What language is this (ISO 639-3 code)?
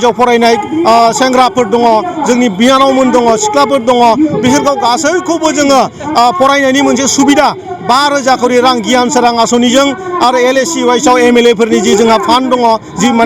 brx